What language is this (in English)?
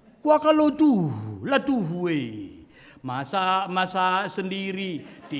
Batak Karo